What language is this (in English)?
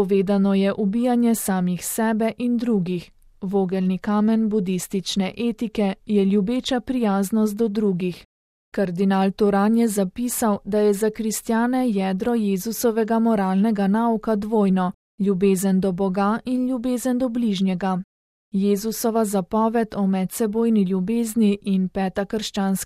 Slovenian